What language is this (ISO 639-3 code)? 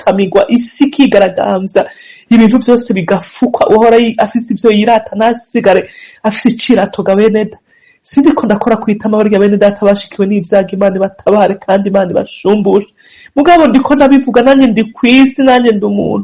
run